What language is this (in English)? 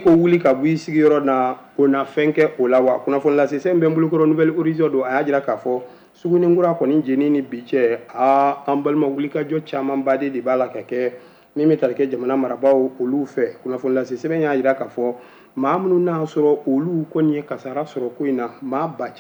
Bambara